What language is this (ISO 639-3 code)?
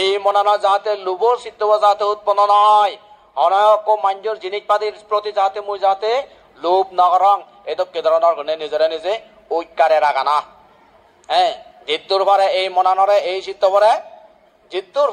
ccp